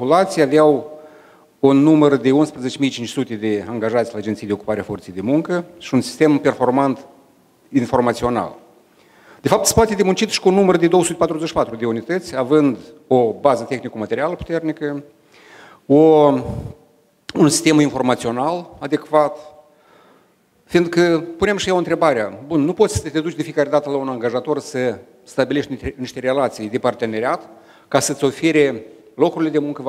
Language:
Romanian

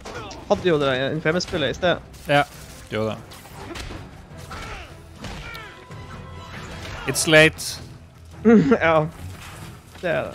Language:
Norwegian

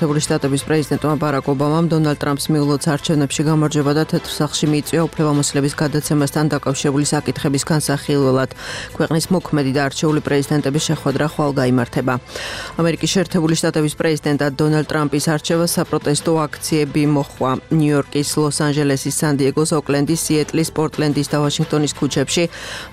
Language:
Georgian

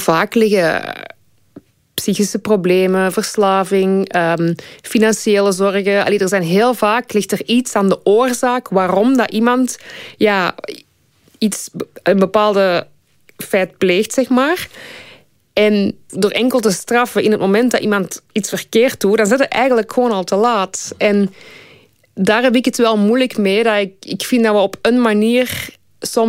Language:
Dutch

